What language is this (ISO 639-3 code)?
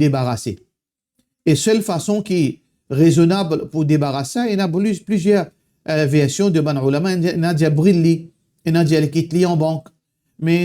mfe